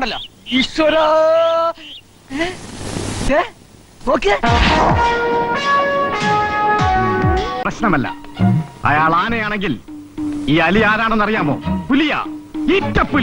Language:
Malayalam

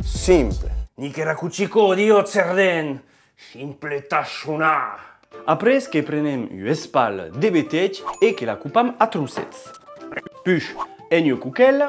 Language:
Occitan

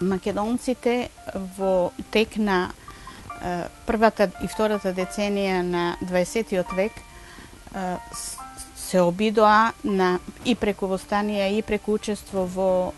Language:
Macedonian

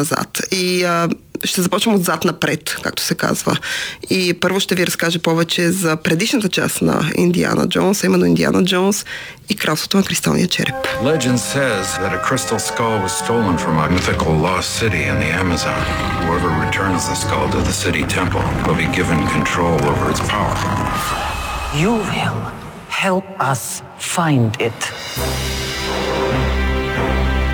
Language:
Bulgarian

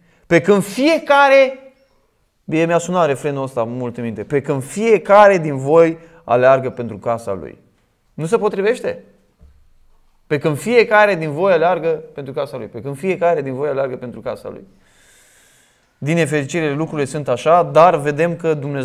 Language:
Romanian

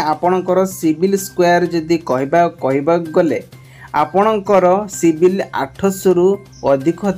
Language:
Odia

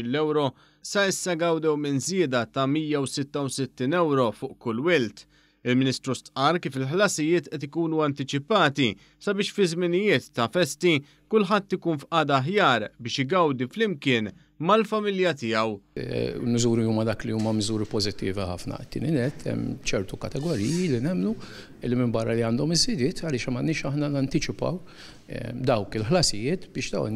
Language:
Maltese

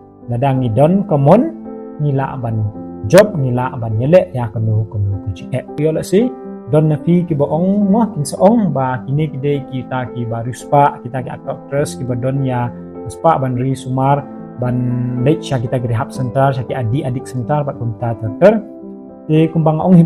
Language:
Khasi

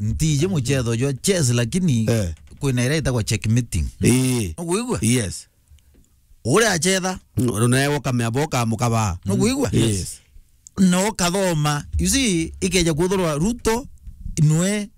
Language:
Meru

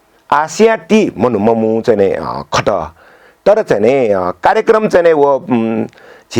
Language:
Newari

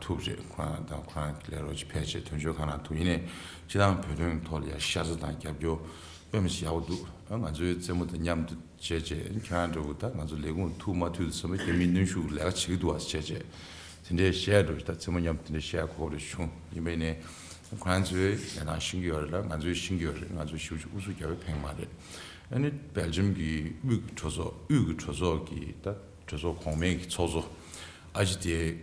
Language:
Tibetan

